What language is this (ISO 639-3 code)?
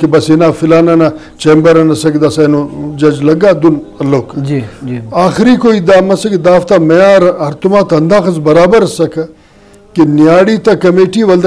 brh